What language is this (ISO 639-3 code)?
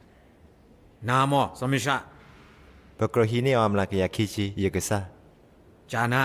ksw